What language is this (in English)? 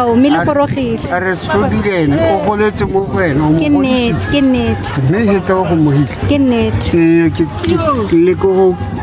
Tswana